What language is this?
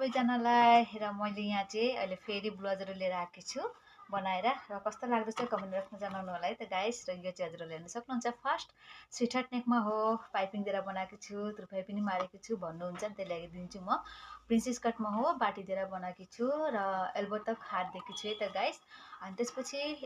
Nepali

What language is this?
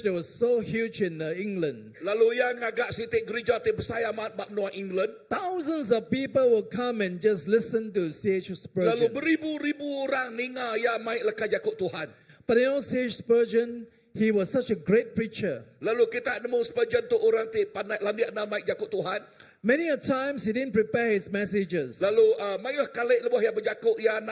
Iban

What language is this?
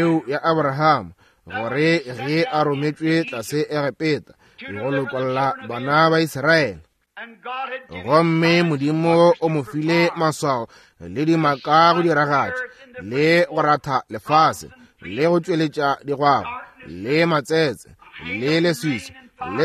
Northern Sotho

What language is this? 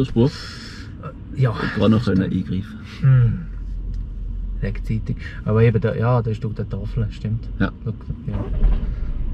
German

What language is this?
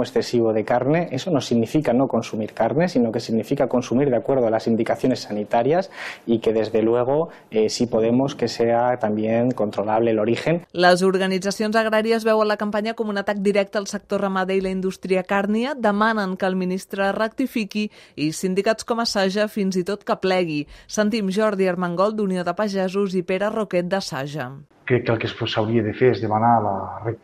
Catalan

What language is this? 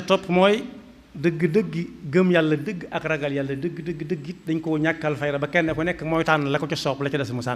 Wolof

